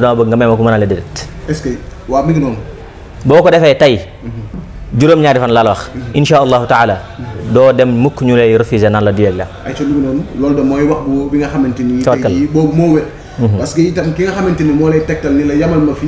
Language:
Wolof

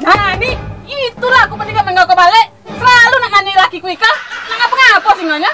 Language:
Musi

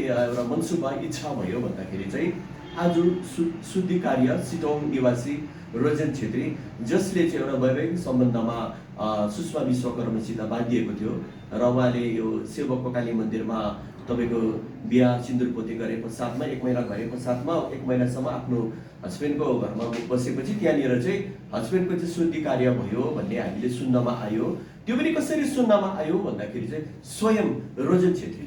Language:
Nepali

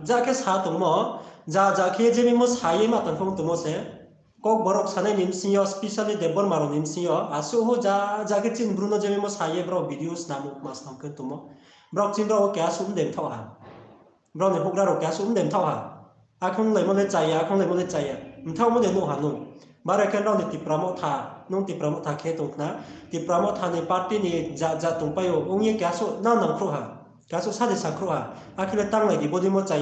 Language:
Riang (India)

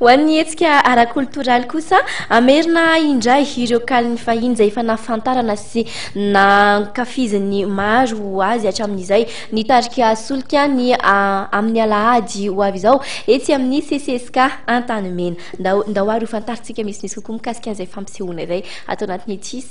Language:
Malagasy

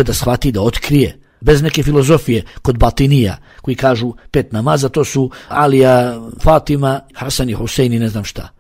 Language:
Bosnian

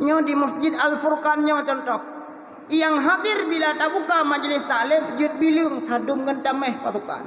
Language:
Achinese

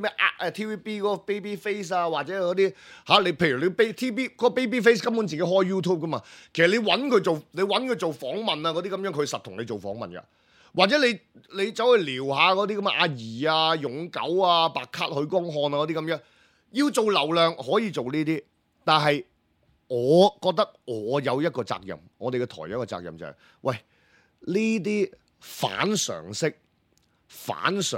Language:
Cantonese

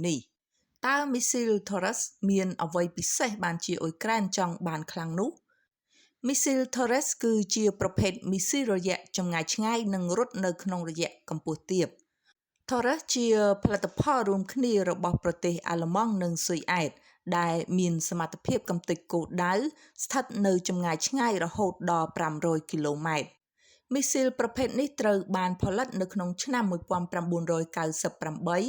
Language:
Khmer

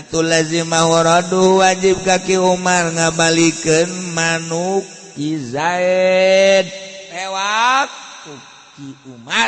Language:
Sundanese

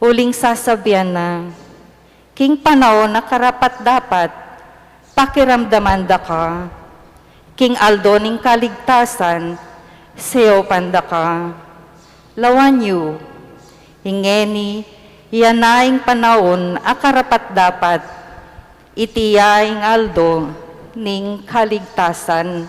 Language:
Pampanga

